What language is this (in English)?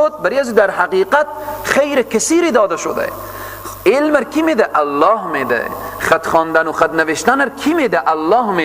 Persian